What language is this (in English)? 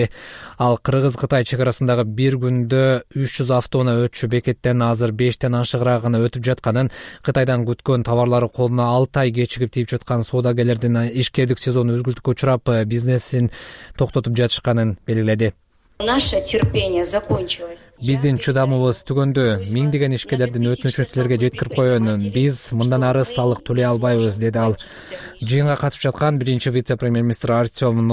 Kyrgyz